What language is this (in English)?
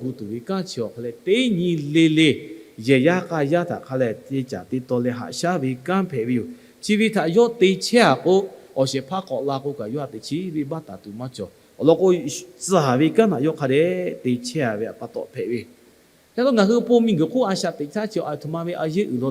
Lahu